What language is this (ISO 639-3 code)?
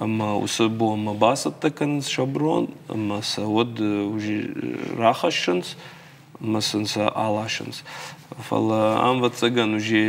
oss